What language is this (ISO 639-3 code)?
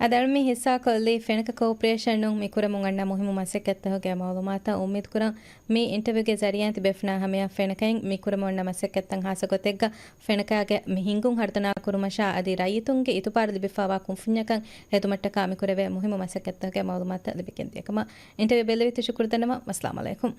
div